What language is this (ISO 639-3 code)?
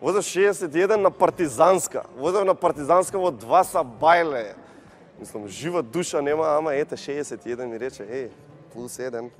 mkd